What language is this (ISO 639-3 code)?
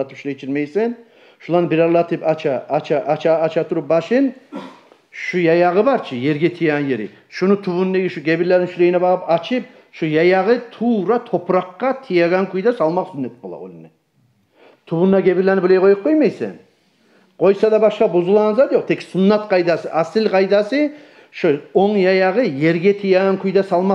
kum